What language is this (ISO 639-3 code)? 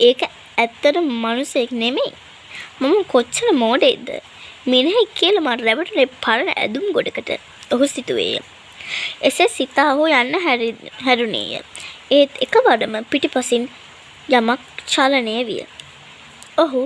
sin